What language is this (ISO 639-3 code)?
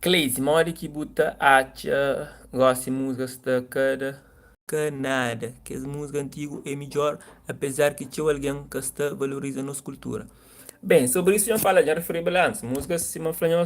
kea